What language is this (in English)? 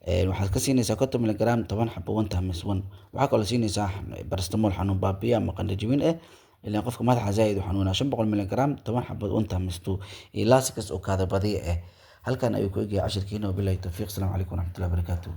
Somali